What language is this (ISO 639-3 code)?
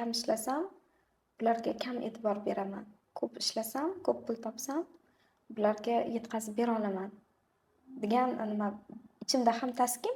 uzb